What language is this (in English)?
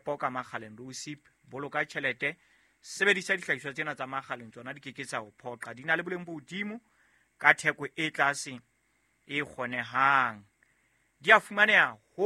Southern Sotho